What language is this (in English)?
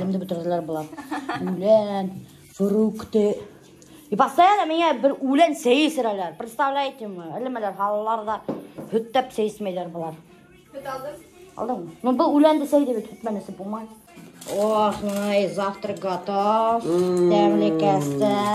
Bashkir